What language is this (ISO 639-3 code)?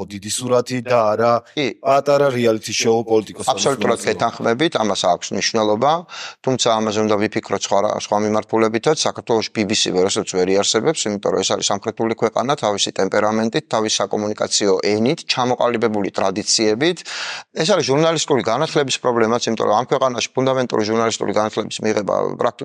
kat